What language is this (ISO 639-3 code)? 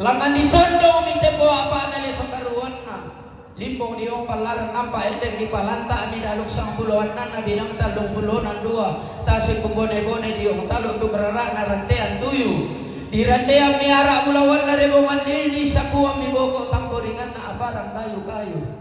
sda